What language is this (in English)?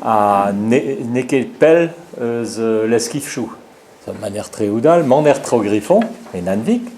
Breton